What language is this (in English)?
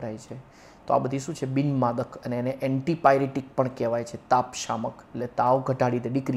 Gujarati